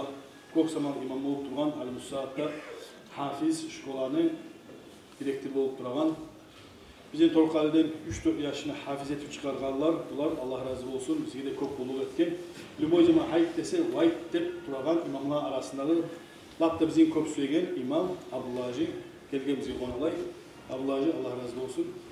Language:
Kumyk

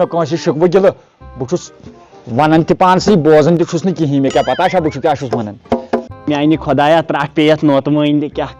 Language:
Kashmiri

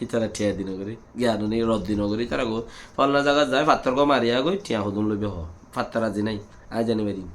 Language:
Rohingya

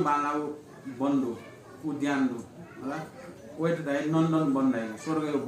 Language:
Newari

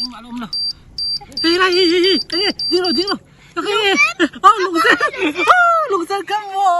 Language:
Mizo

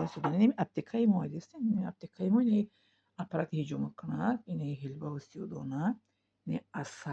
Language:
Tajik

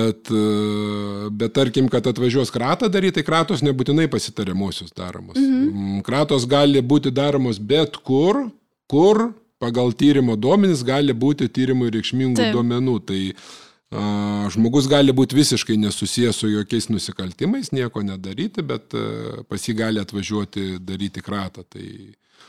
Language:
Lithuanian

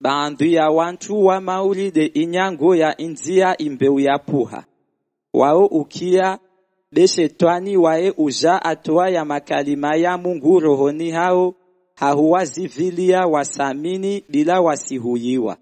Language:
Comorian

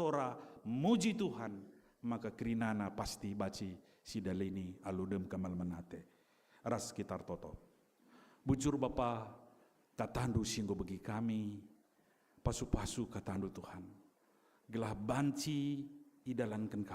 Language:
Batak Karo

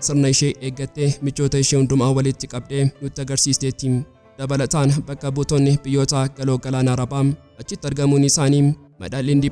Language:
Oromo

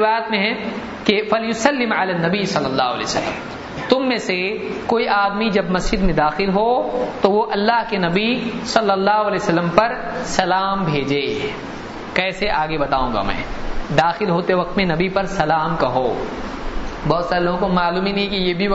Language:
Urdu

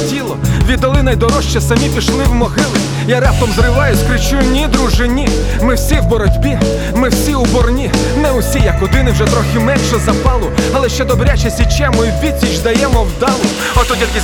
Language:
Ukrainian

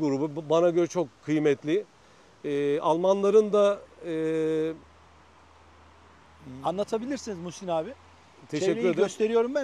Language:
Turkish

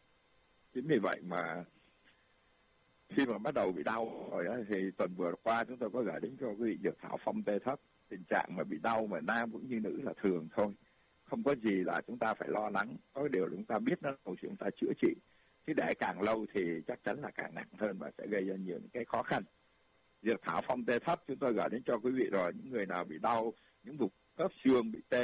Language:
Vietnamese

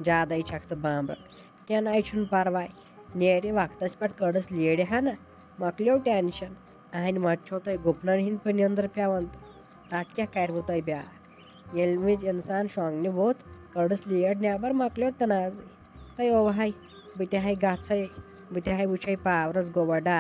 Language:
Kashmiri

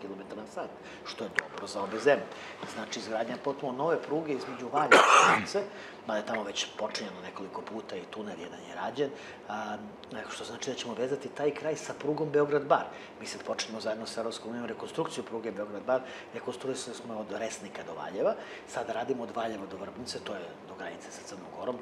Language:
Serbian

